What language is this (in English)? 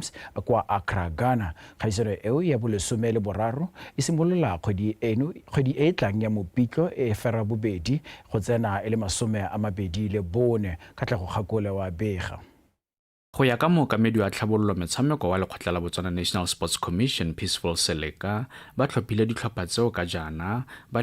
Tswana